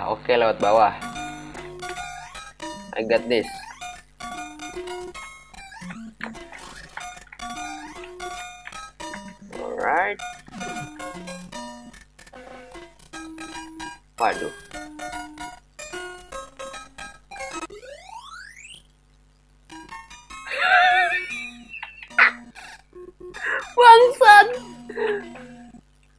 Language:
Indonesian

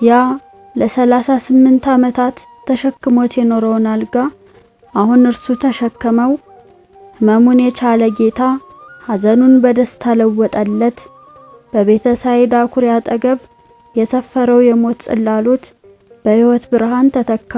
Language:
Amharic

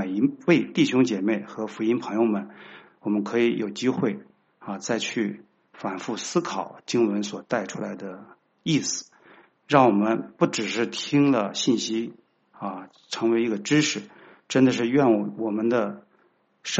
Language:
Chinese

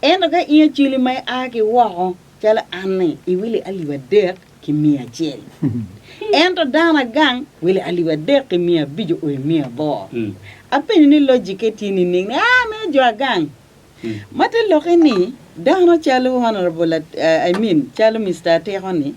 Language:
Acoli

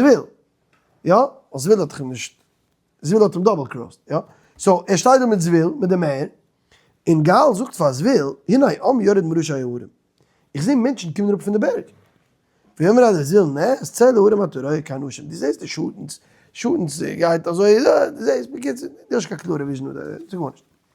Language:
Yiddish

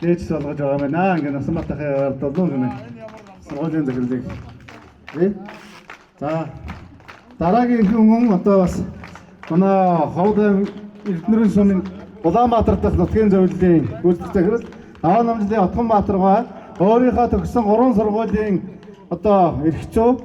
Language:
Mongolian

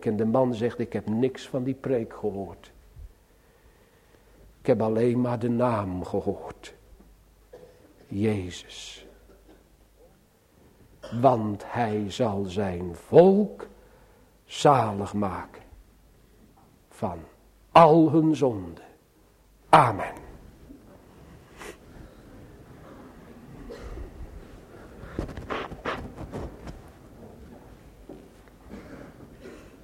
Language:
Dutch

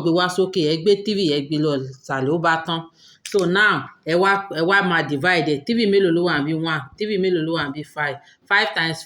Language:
Yoruba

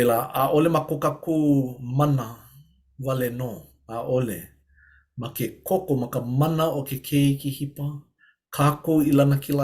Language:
Hawaiian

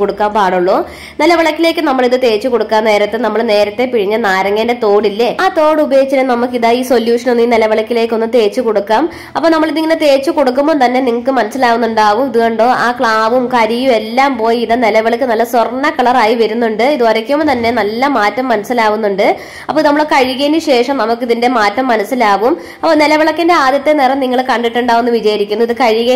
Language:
Malayalam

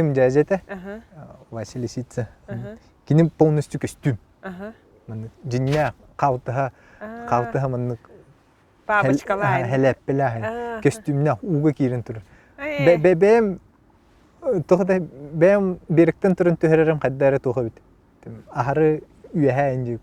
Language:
Yakut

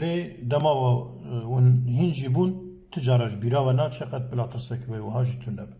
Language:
Kurdish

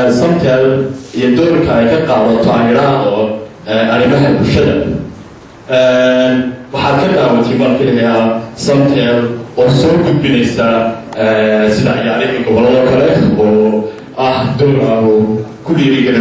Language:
Somali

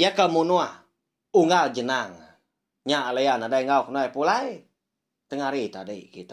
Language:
Iban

